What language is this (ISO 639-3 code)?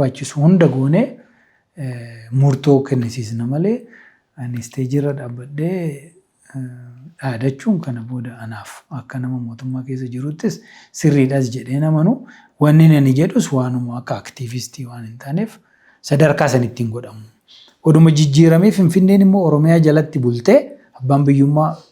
orm